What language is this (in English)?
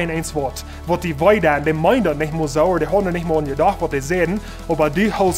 Plautdietsch